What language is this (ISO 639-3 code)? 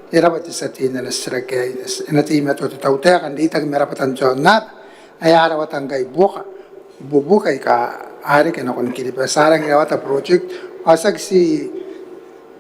gil